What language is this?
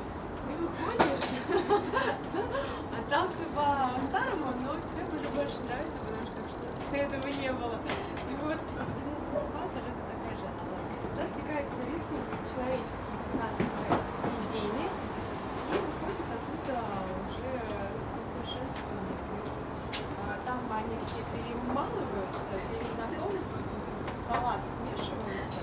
Russian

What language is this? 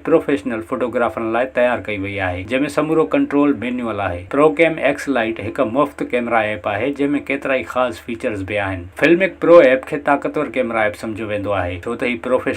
Sindhi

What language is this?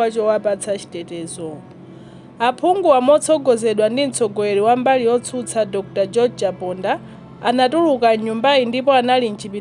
Nyanja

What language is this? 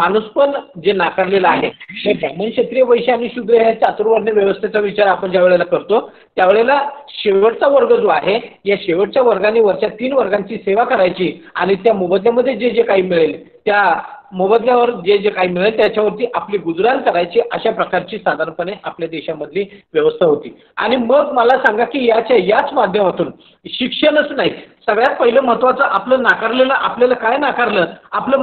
Marathi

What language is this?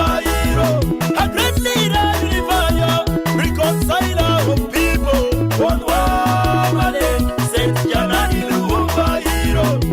Acoli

